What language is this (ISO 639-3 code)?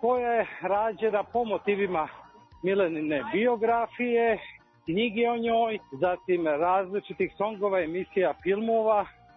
srp